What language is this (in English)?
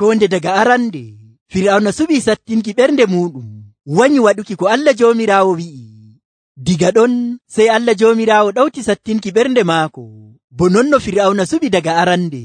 Nigerian Fulfulde